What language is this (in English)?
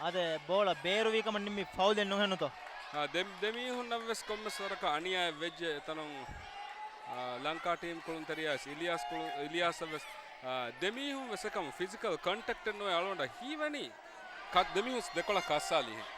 Divehi